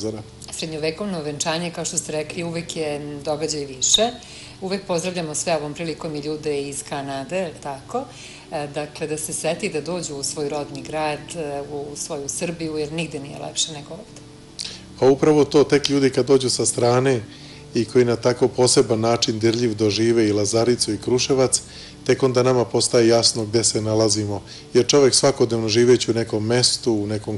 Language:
Serbian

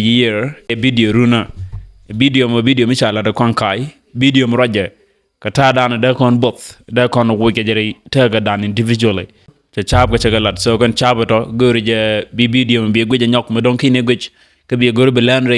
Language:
Nuer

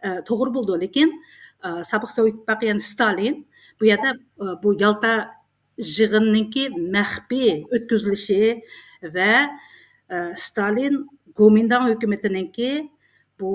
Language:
Uyghur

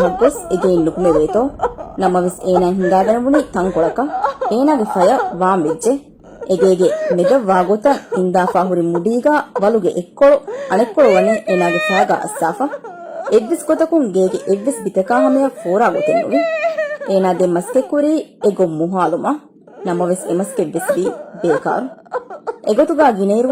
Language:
Divehi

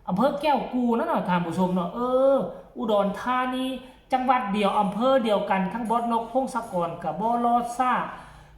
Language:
Northeastern Thai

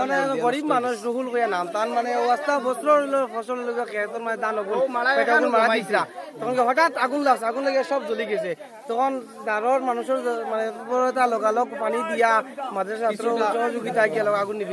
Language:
Sylheti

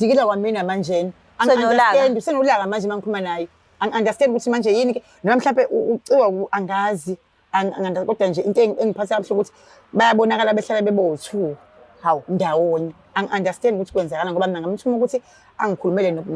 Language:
Zulu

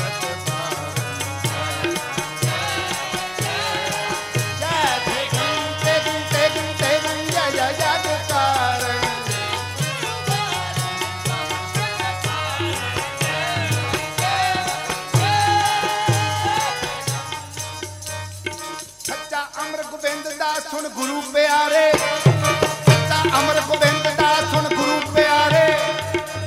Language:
Punjabi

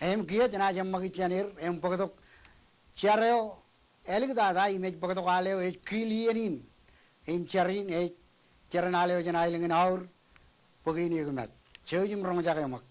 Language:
Marshallese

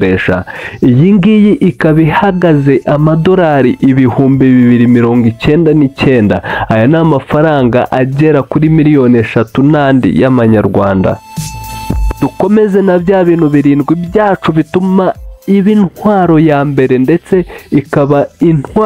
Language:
Kinyarwanda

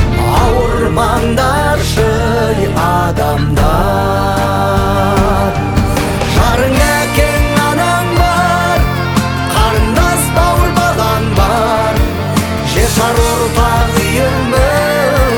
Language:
Kazakh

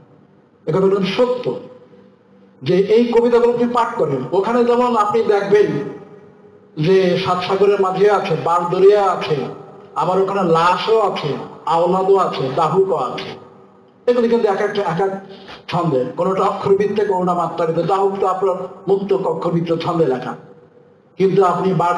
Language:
Bangla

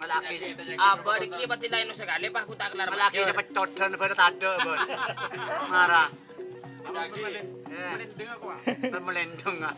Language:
Madurese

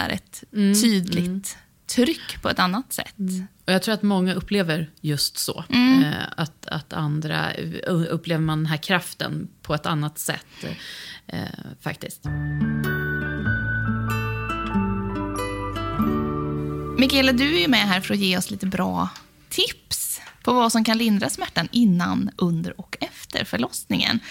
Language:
Swedish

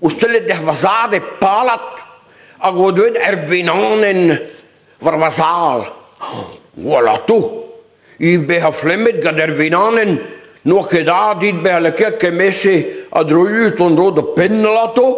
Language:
Breton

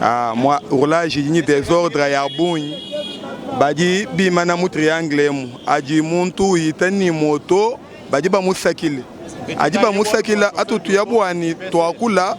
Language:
Luba-Lulua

